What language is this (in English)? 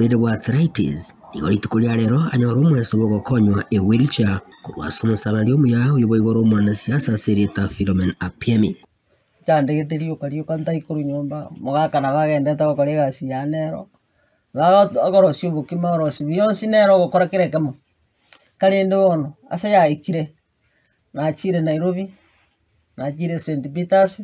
Gusii